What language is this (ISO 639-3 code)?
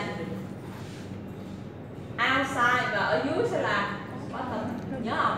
vie